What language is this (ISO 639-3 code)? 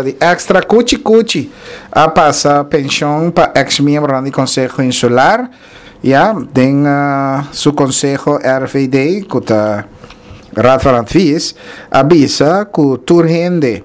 pap